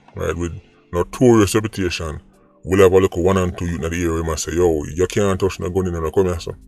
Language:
Jamaican Creole English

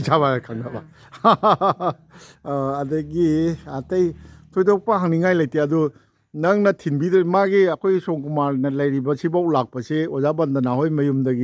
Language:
Manipuri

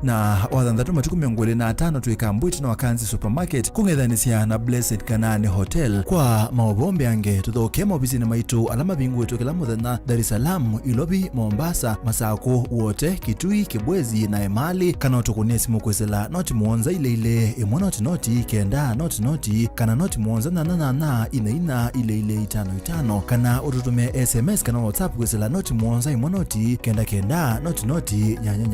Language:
Kamba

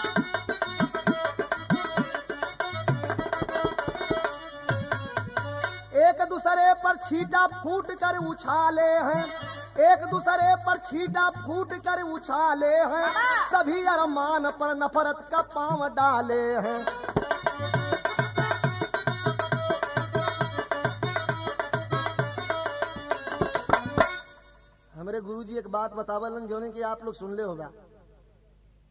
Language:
Bhojpuri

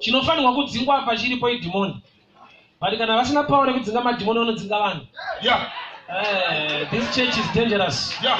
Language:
Shona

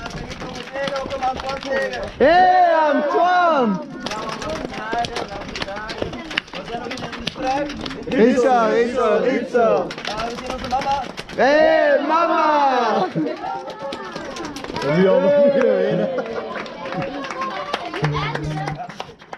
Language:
Dutch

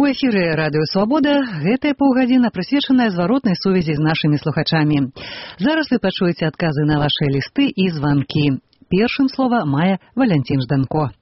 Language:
Belarusian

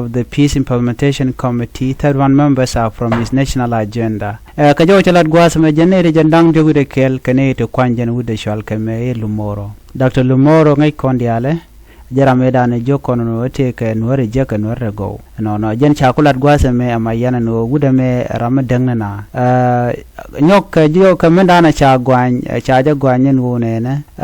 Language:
Nuer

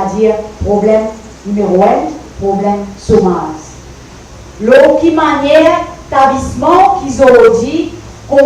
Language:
Morisyen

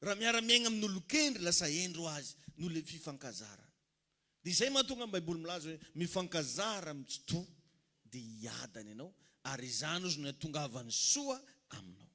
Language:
Malagasy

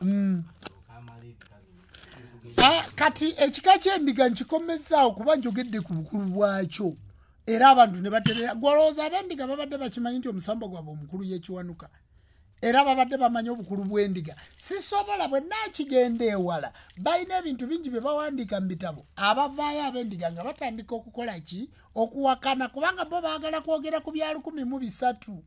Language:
Ganda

